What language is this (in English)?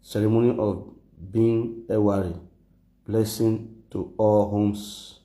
Nigerian Pidgin